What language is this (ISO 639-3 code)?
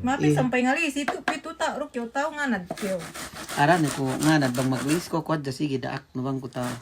yka